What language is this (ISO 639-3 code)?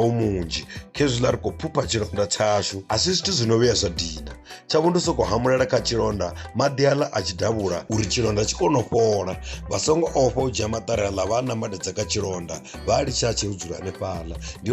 ven